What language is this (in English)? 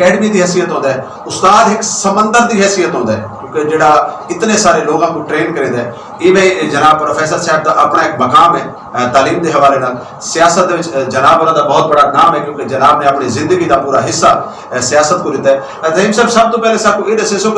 Saraiki